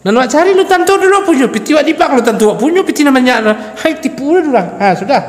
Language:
Minangkabau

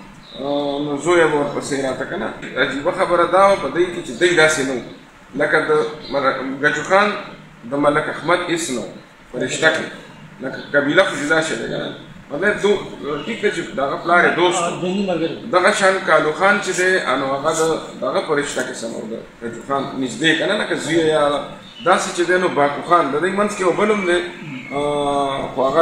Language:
Pashto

